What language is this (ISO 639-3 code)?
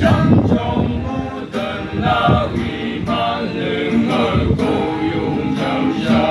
nph